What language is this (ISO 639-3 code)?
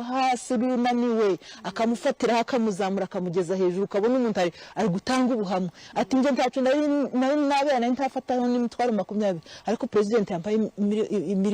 nyn